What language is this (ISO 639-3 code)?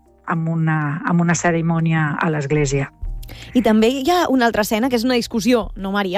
cat